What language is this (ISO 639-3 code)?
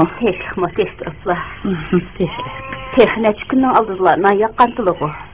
uig